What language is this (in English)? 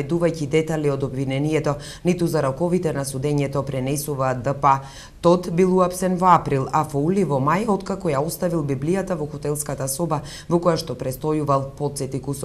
Macedonian